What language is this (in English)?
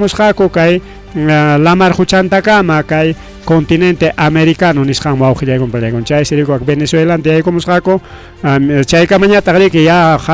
Ayacucho Quechua